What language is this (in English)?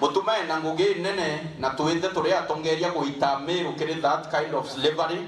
Meru